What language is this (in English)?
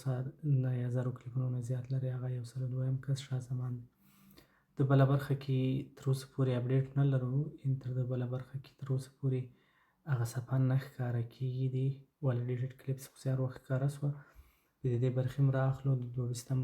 Pashto